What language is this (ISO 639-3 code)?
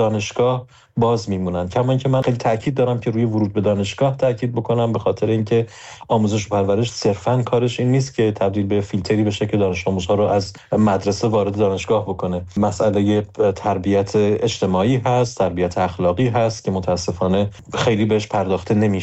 fas